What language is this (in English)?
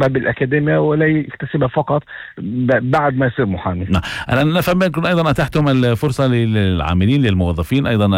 North Levantine Arabic